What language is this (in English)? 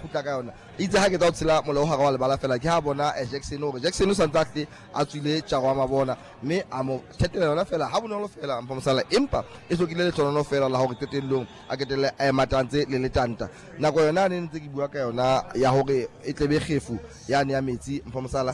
Southern Sotho